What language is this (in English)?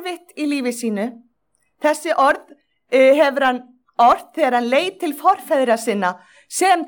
Icelandic